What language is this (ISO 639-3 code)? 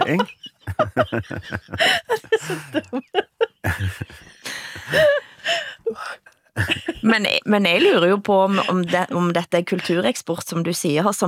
nor